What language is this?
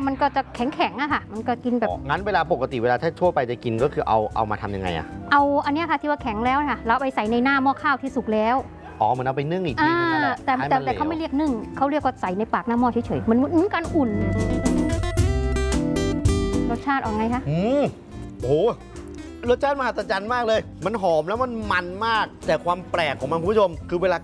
Thai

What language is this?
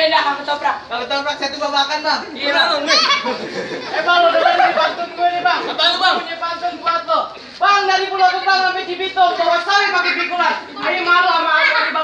Betawi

